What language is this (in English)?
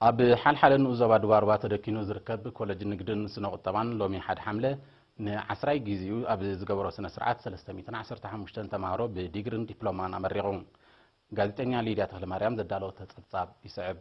Tigrinya